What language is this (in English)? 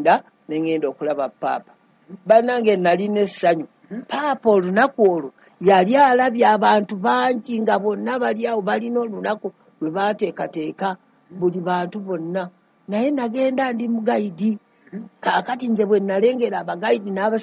Ganda